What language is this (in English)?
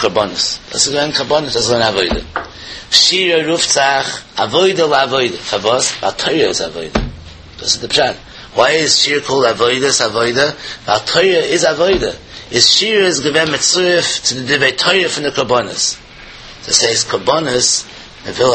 Yiddish